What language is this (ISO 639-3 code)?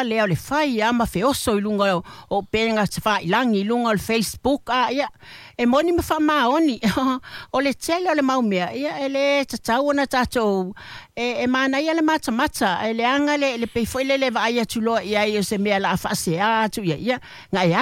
smo